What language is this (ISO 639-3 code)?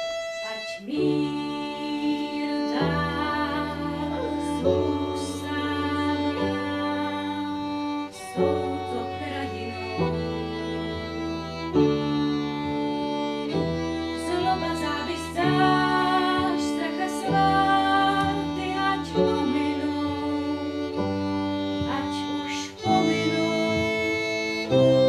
ces